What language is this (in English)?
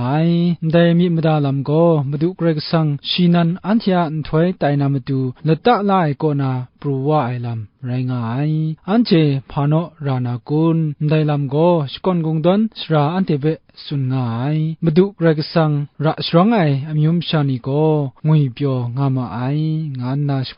Kachin